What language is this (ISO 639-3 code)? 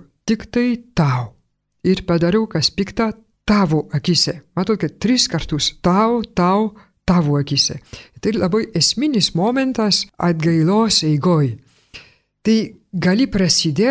lit